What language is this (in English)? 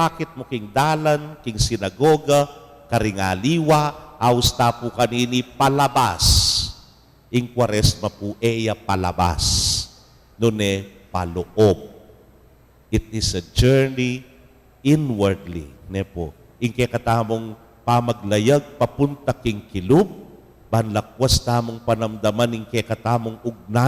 Pampanga